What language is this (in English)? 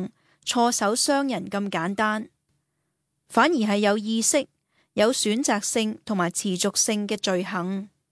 Cantonese